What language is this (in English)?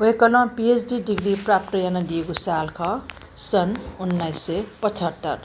Newari